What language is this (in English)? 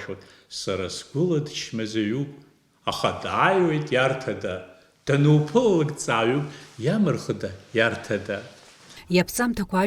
Abkhazian